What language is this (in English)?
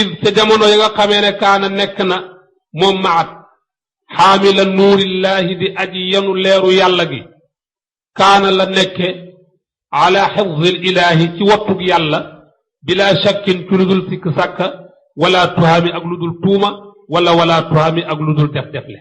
Wolof